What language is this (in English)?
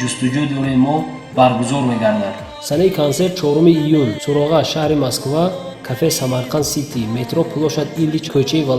Tajik